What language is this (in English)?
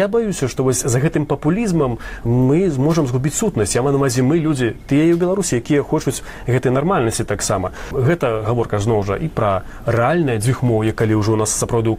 Belarusian